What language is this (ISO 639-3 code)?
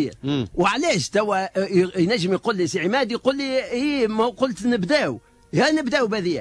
aeb